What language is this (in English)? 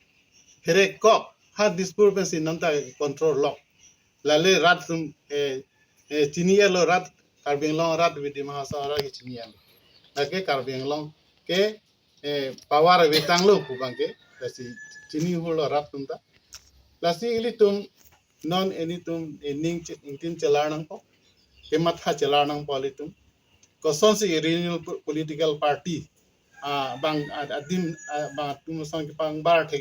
Karbi